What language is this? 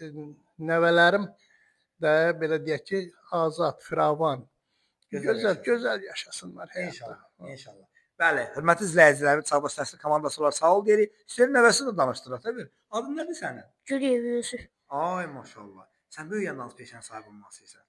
Azerbaijani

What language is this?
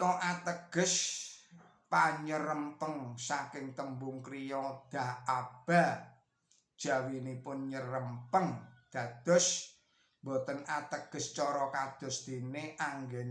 Javanese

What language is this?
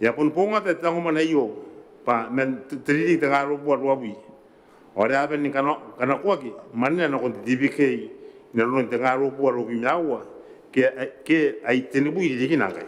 Gilbertese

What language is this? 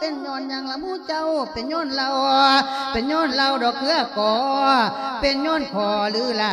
Lao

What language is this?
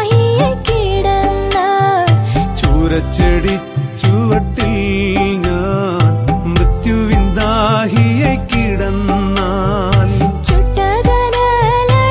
Malayalam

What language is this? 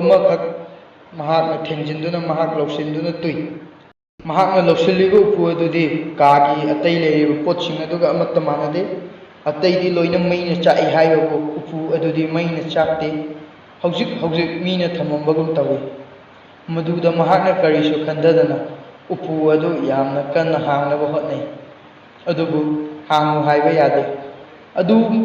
Manipuri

